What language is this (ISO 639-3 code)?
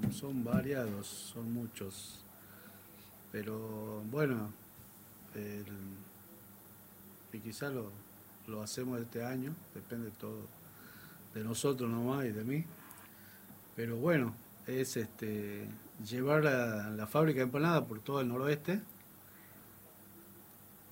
spa